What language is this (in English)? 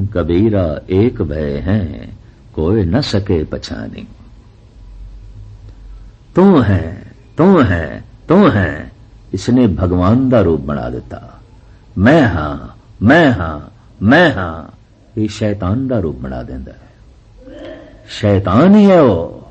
Punjabi